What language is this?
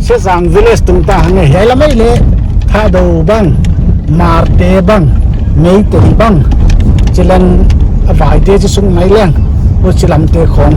Paite Chin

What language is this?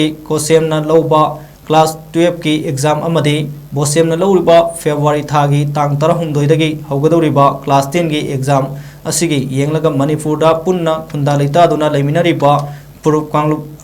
Manipuri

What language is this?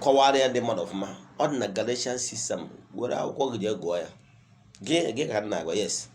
Igbo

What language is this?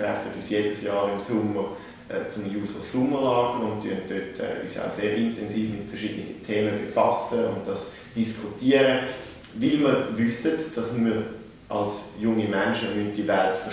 Swiss German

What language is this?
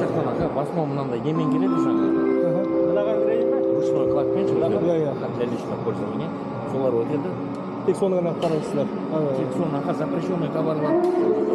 Kazakh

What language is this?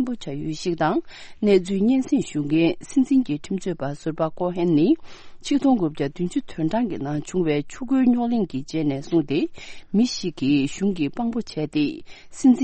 Tibetan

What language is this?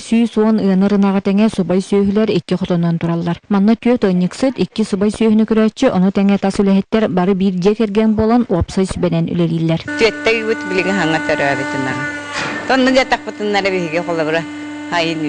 Yakut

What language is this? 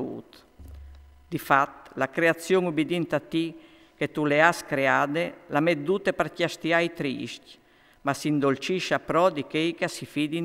Friulian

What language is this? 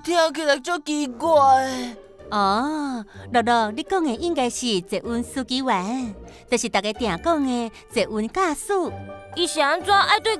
Min Nan Chinese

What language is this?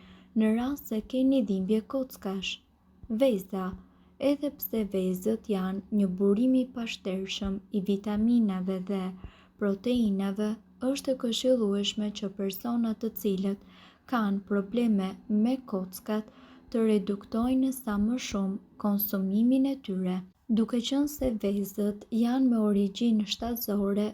Albanian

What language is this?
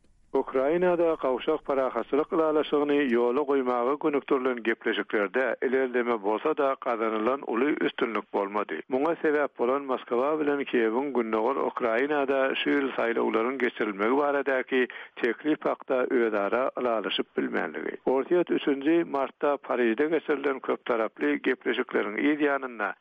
Turkmen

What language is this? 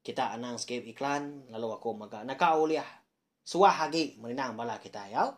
Iban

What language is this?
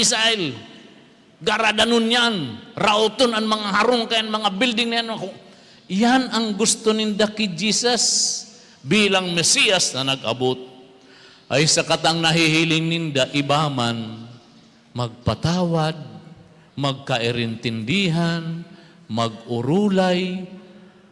Bikol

